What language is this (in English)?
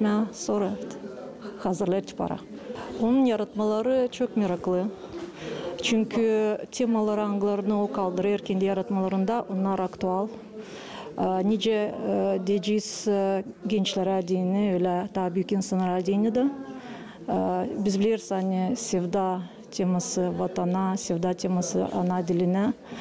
Gagauz